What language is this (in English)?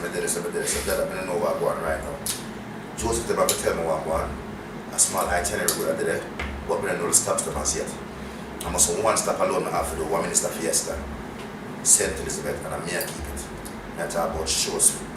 Jamaican Creole English